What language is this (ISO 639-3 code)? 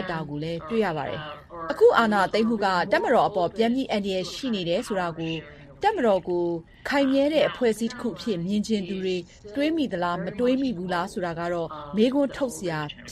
mya